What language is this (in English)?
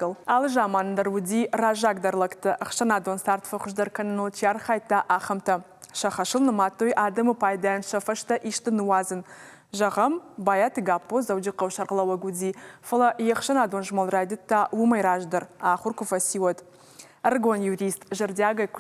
Ossetic